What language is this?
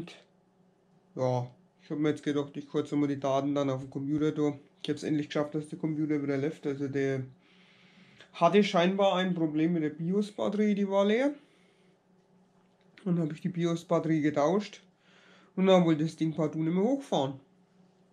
German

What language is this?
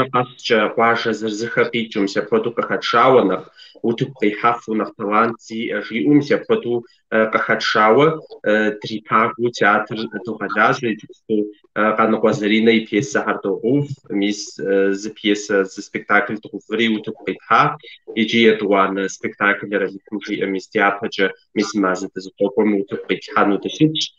Kabardian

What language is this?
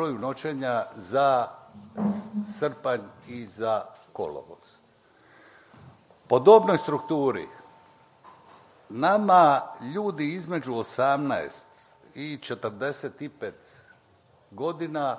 Croatian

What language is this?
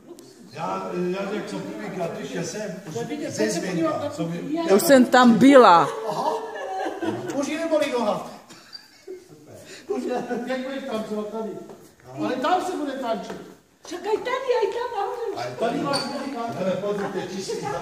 Czech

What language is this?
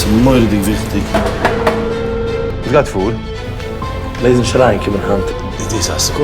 Yiddish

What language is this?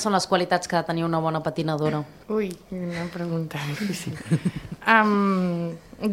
Catalan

